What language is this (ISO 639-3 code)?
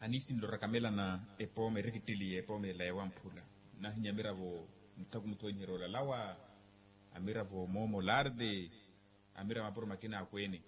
vmw